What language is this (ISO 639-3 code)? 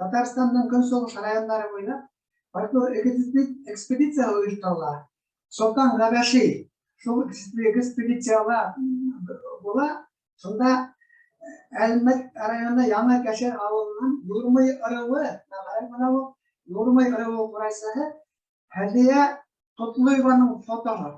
bak